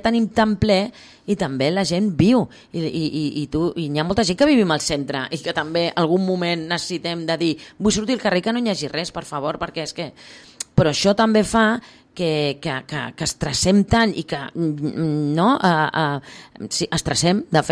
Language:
Catalan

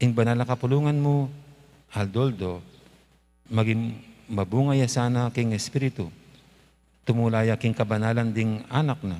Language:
Pampanga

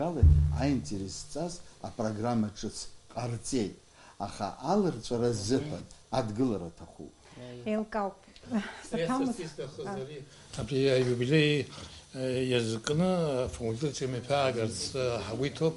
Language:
Abkhazian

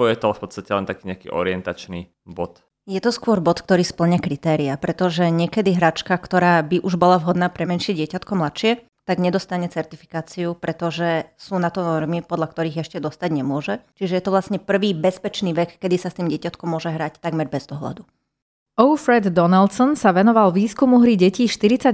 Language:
Slovak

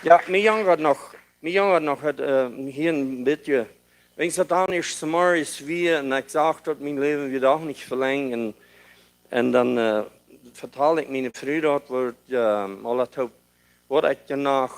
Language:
Plautdietsch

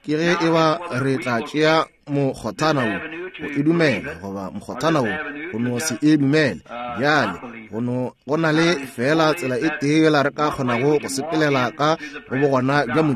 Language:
Northern Sotho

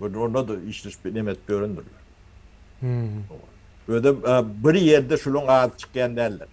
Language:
Turkmen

